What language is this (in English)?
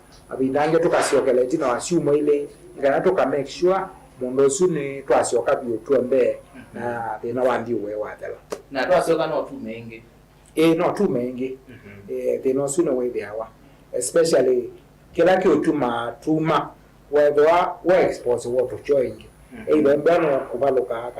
Kamba